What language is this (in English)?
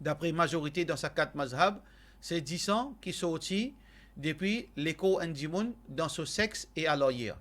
Morisyen